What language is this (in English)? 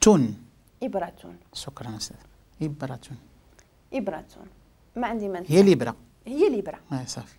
Moroccan Arabic